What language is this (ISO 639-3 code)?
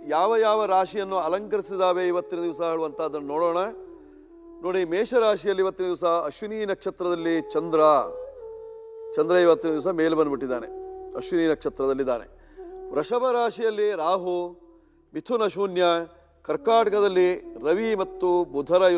kan